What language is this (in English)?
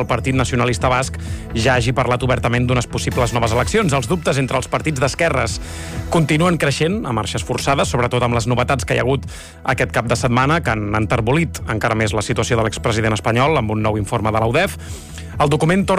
Catalan